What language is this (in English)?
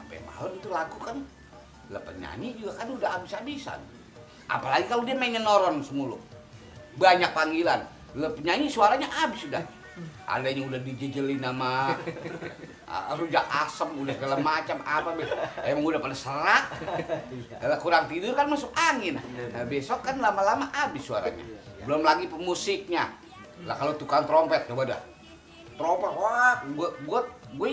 Betawi